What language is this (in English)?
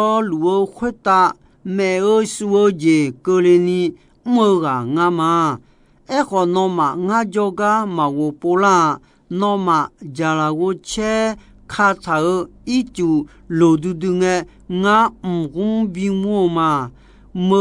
Akha